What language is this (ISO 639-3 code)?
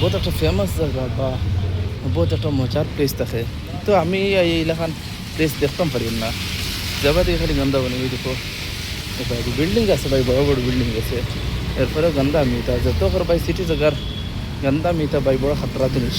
syl